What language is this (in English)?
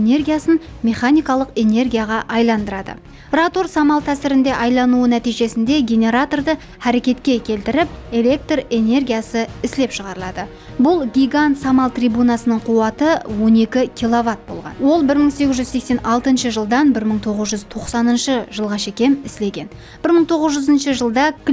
Kara-Kalpak